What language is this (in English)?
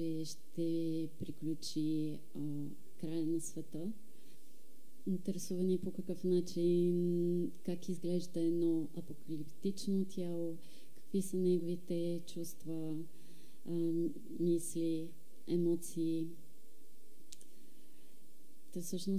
Bulgarian